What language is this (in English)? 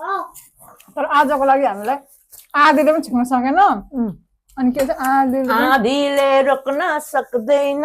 Nepali